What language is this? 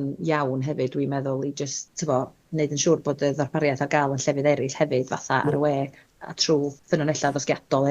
Welsh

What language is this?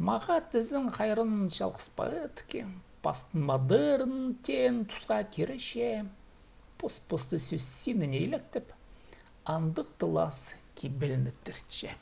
Khakas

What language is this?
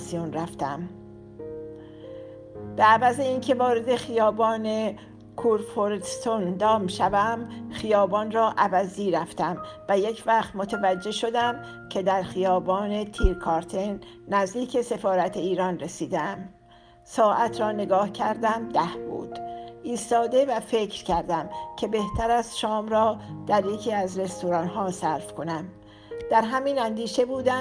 Persian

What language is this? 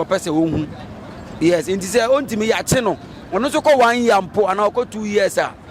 Akan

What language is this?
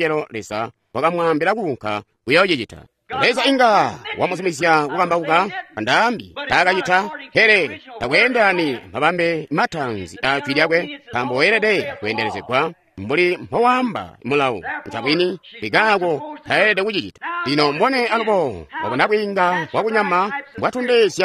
Tonga (Zambia)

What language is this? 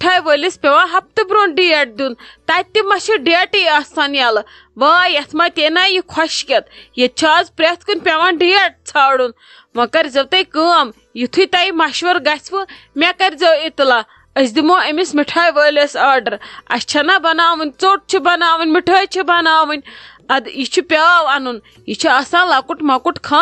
Kashmiri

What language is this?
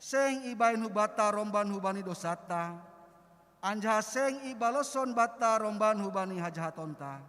Batak Simalungun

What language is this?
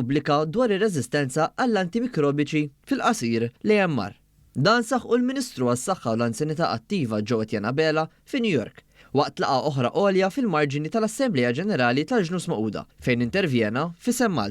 Maltese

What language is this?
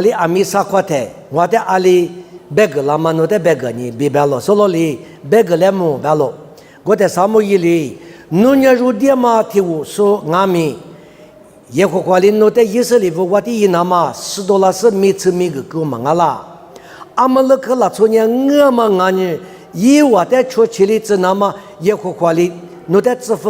Lisu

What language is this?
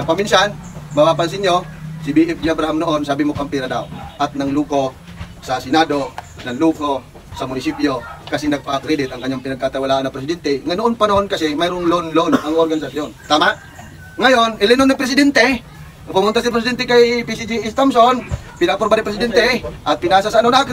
Filipino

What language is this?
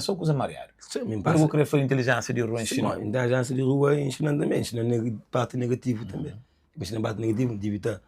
Kabuverdianu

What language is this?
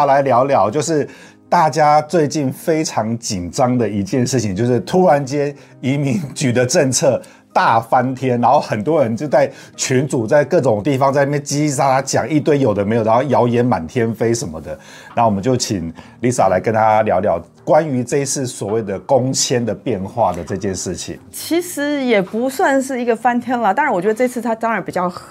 Chinese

